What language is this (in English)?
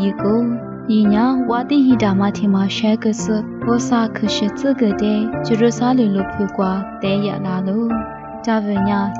Lisu